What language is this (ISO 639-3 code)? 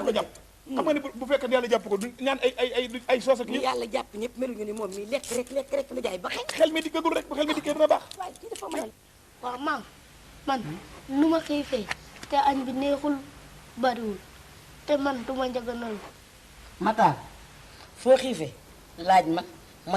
wol